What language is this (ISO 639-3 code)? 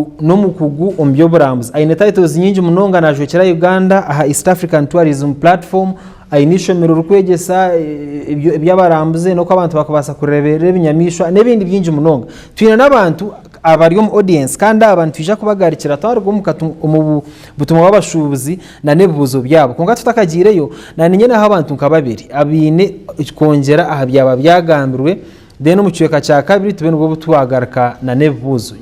nyn